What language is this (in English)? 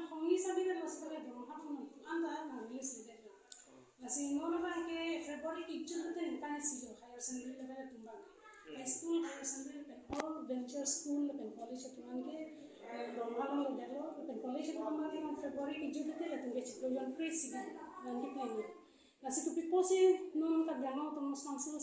Karbi